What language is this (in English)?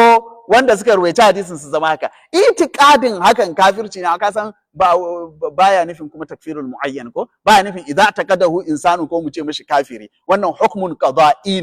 Hausa